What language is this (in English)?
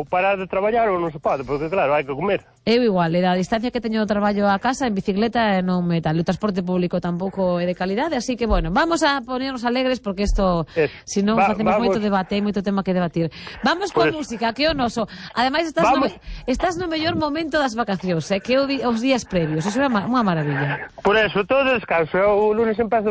Galician